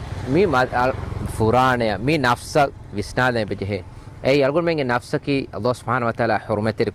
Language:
Divehi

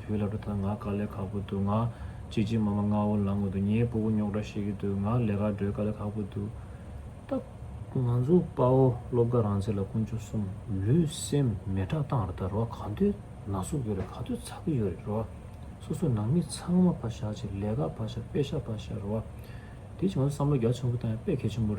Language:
Tibetan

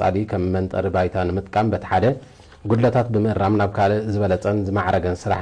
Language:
Tigrinya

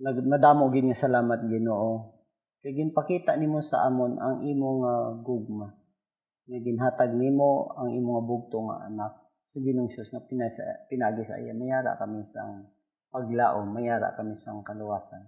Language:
Hiligaynon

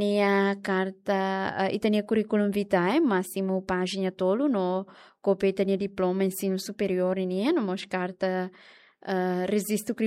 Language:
Tetum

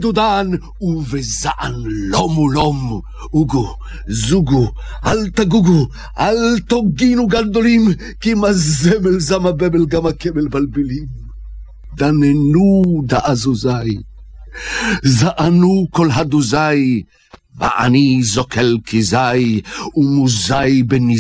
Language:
Hebrew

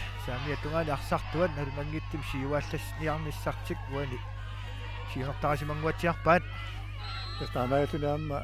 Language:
Kalaallisut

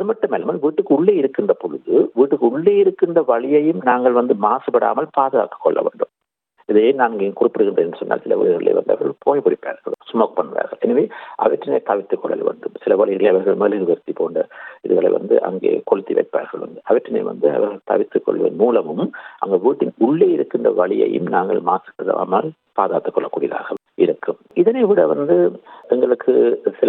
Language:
Tamil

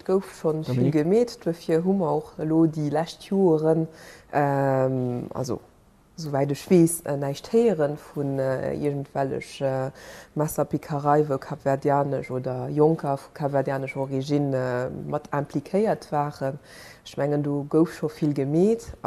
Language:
Luxembourgish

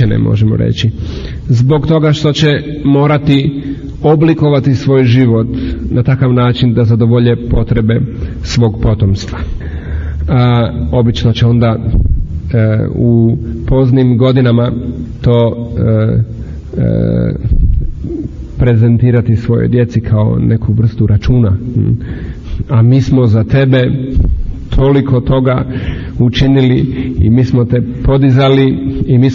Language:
Croatian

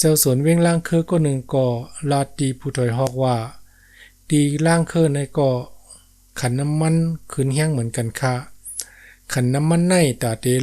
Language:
Shan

